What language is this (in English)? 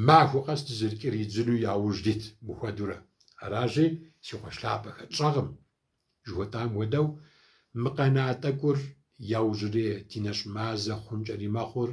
Kabardian